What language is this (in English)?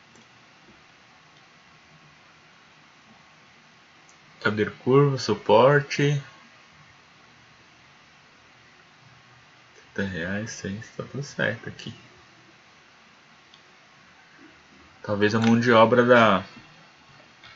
Portuguese